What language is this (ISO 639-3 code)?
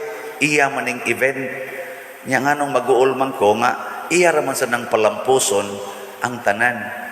ceb